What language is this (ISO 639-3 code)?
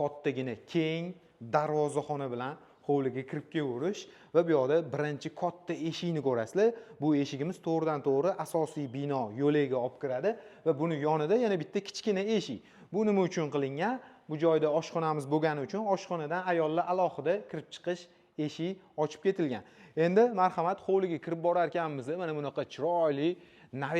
uzb